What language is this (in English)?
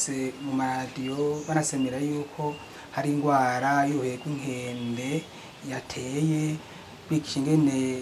Rundi